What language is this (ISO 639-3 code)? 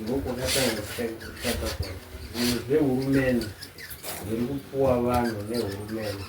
sna